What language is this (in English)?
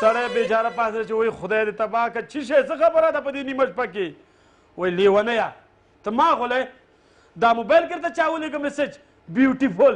Pashto